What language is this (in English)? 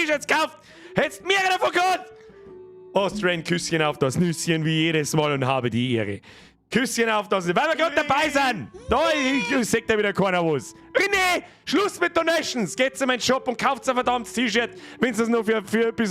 Bavarian